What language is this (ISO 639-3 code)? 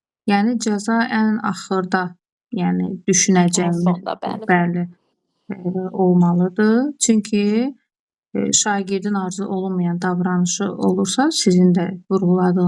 aze